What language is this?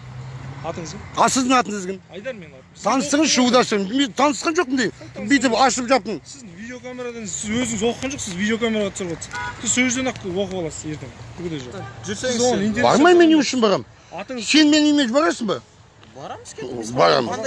Kazakh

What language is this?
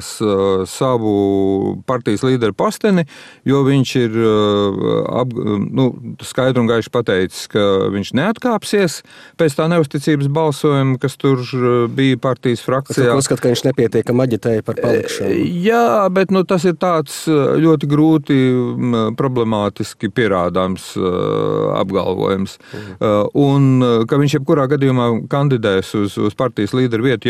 Latvian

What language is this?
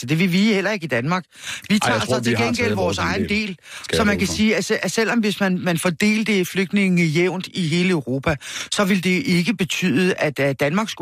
Danish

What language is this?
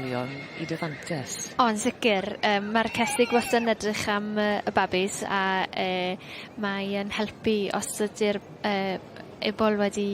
Welsh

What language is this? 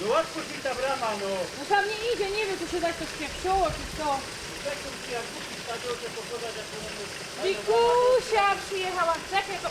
Silesian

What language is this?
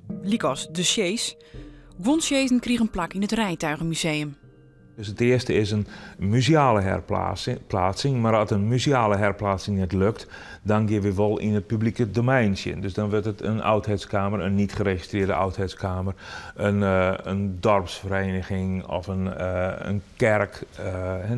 Western Frisian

